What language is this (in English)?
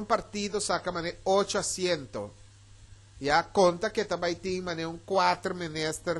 Papiamento